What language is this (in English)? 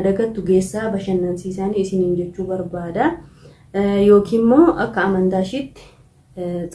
Oromo